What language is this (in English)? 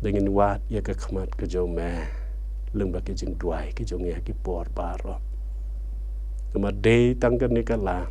Khasi